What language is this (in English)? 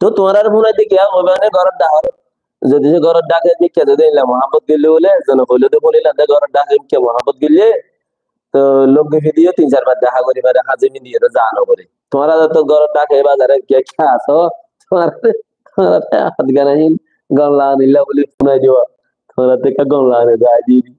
Rohingya